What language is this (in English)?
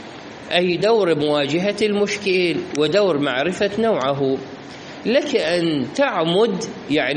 Mesopotamian Arabic